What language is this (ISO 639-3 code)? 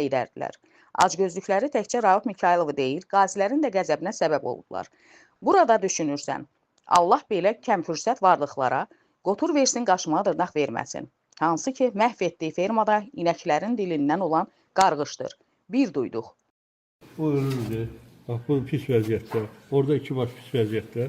aze